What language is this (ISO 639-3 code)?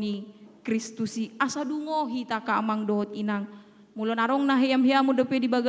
bbc